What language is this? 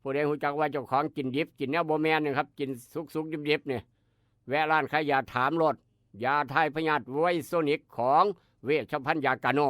Northeastern Thai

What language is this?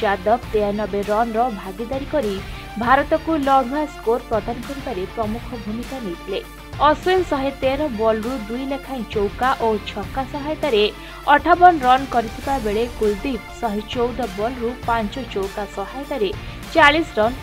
Odia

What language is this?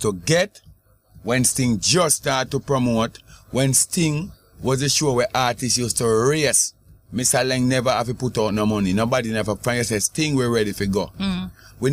Jamaican Creole English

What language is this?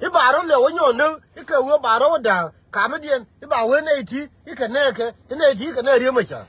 Nuer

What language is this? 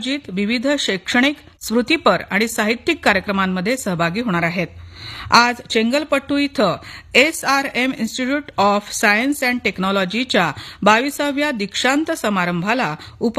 Marathi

